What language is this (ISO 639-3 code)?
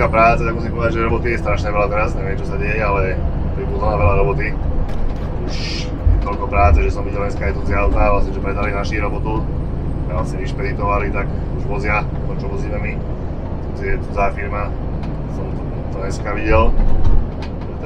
slk